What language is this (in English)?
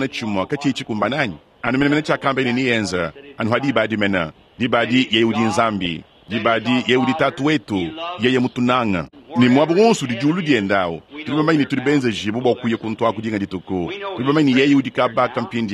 Luba-Lulua